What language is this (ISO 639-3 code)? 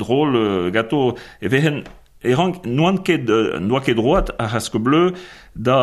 bre